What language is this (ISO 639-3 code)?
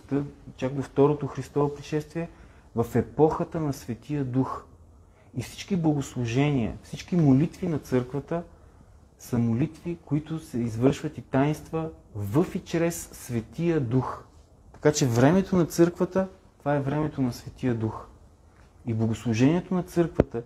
bul